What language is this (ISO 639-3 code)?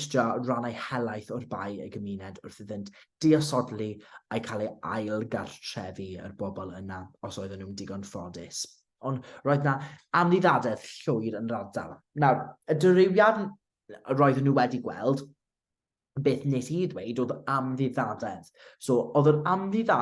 cym